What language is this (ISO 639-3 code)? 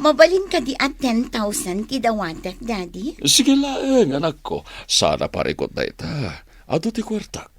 ilo